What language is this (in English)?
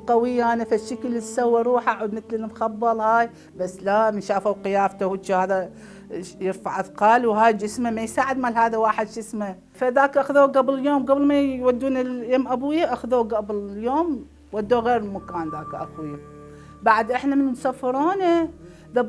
Mesopotamian Arabic